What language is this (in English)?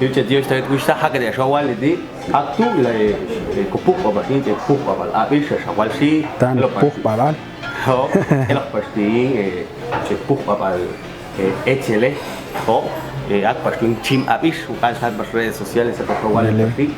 Popti'